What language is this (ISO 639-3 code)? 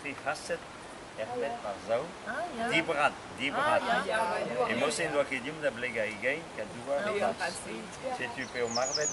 bre